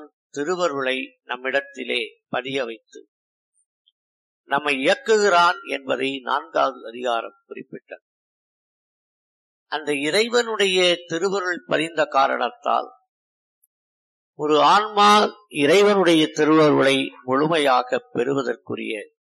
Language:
Tamil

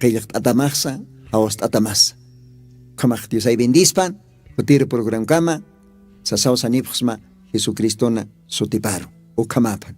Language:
Aymara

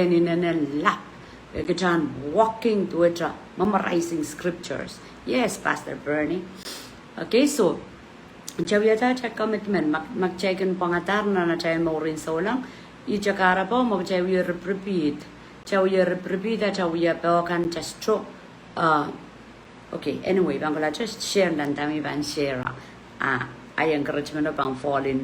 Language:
Pohnpeian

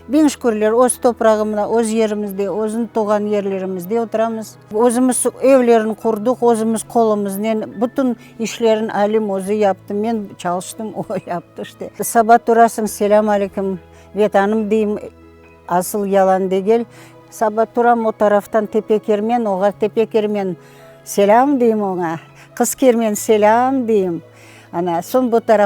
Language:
Crimean Tatar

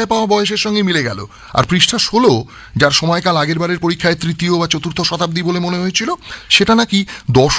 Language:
Bangla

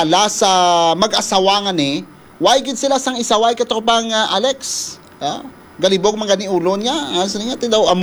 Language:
Hiligaynon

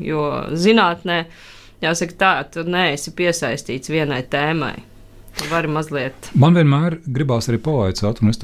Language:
Latvian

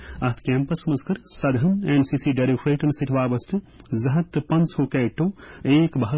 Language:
Kashmiri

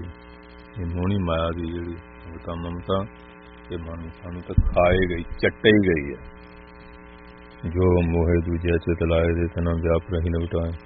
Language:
Punjabi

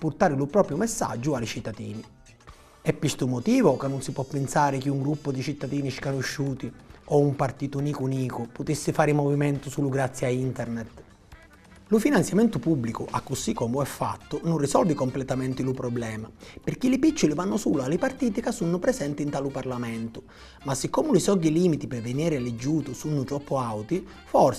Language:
Sicilian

